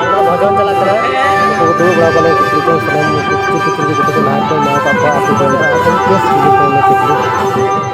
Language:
Santali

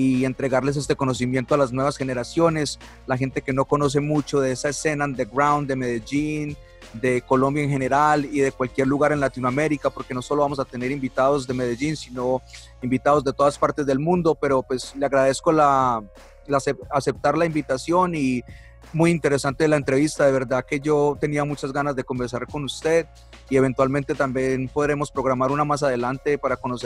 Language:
Spanish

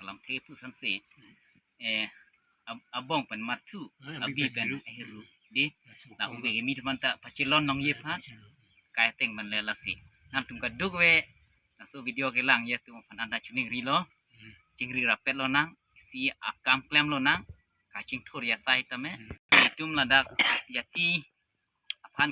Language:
Karbi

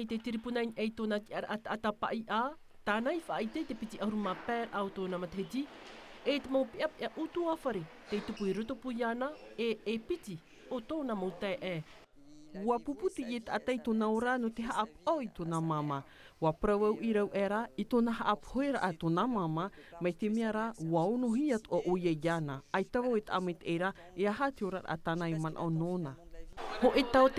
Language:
Tahitian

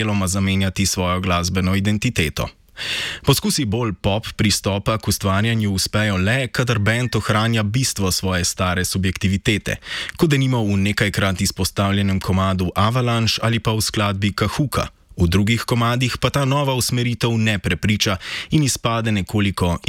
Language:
Slovenian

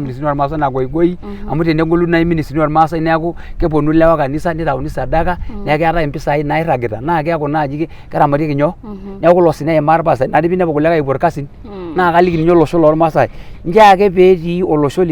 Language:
Masai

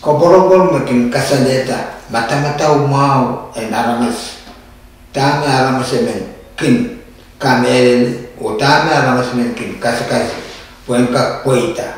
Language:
Pohnpeian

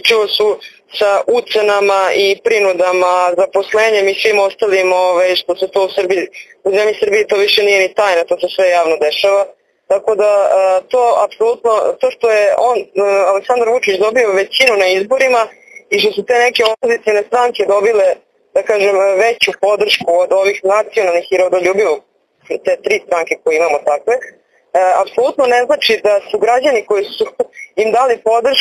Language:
Serbian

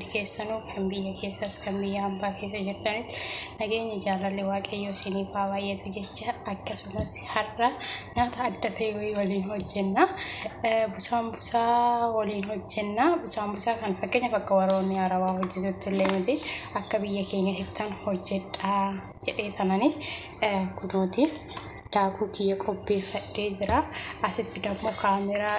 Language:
Oromo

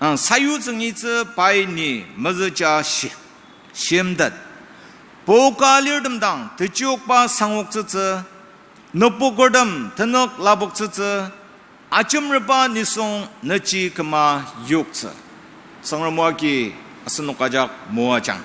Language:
Ao Naga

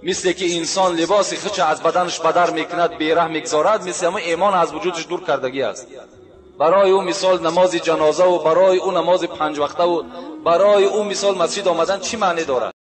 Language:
Tajik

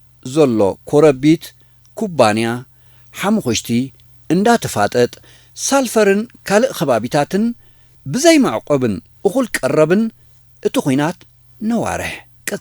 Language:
Tigrinya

